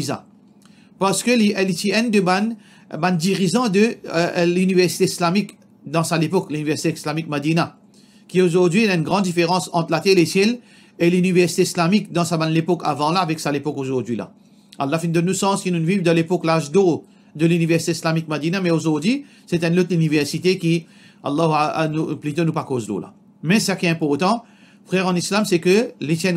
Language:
Morisyen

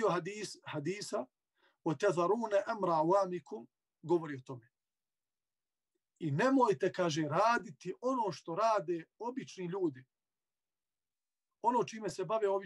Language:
Bosnian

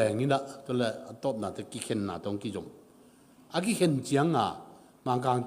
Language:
Tedim Chin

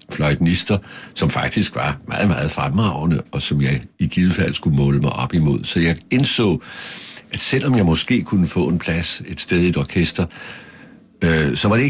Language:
Danish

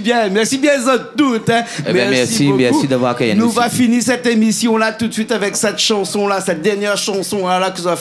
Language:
Réunion Creole French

